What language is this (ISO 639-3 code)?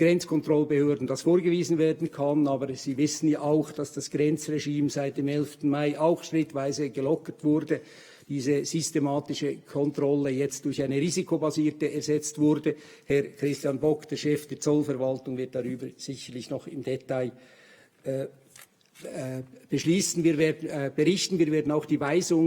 gsw